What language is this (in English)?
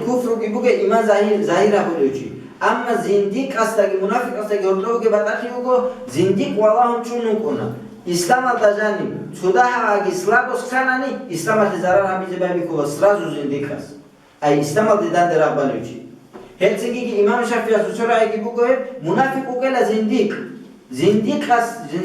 Avaric